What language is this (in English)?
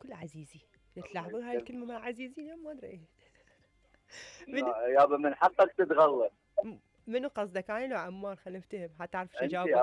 Mesopotamian Arabic